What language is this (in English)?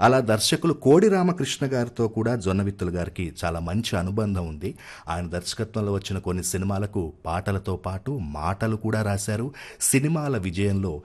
Telugu